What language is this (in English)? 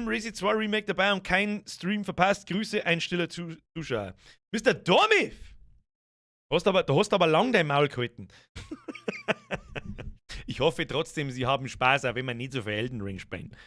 Bavarian